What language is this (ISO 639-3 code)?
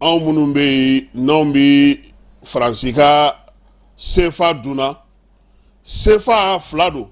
bam